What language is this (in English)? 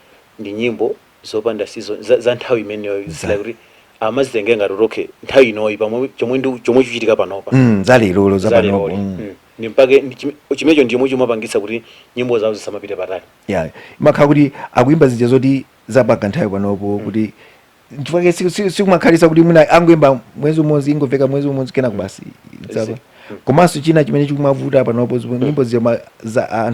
Nyanja